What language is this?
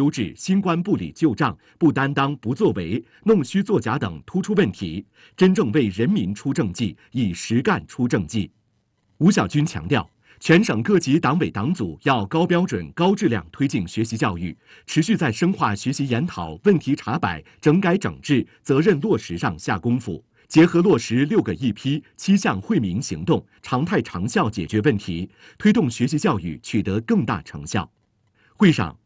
Chinese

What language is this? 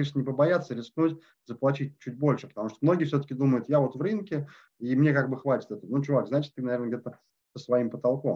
Russian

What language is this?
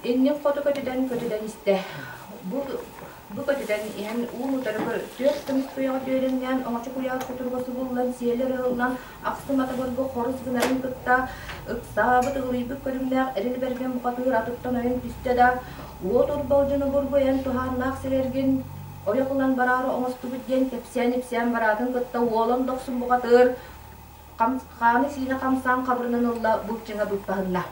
Yakut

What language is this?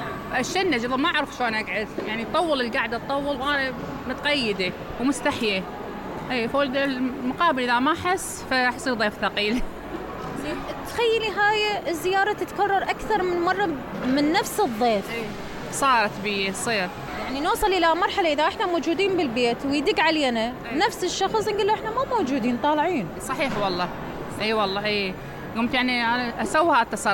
Mesopotamian Arabic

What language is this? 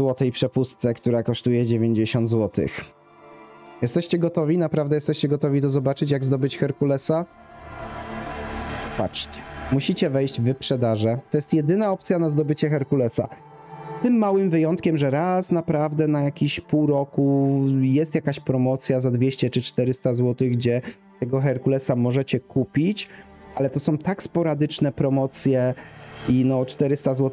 Polish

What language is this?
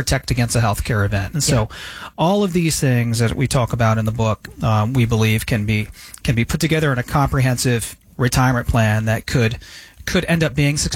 English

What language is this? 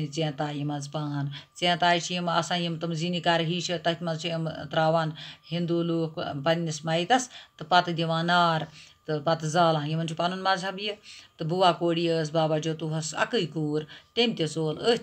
Kashmiri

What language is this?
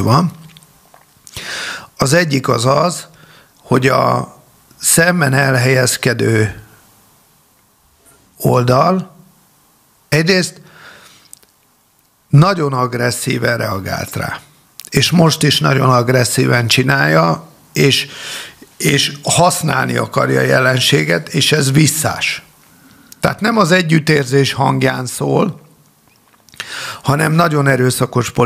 Hungarian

